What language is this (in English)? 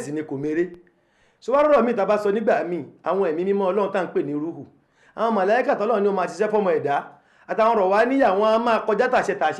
Yoruba